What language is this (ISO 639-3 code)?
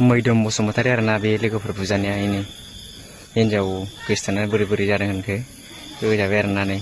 brx